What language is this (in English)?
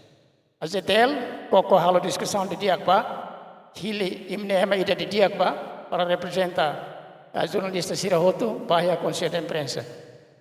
Tetum